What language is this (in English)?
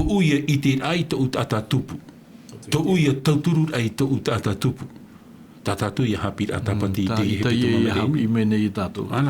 Tahitian